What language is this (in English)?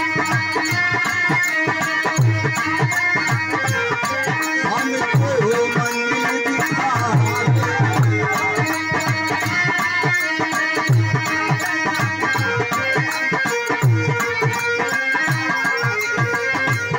Bhojpuri